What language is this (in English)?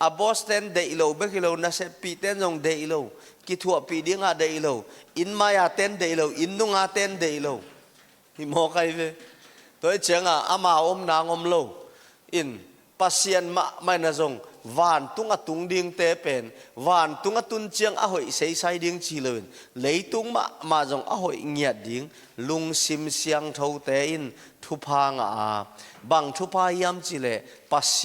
Tedim Chin